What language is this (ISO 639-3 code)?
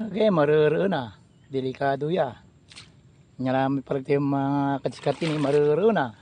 pag